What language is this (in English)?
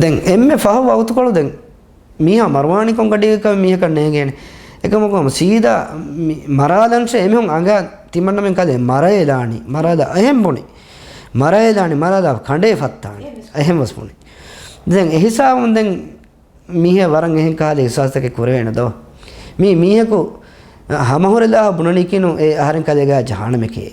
Divehi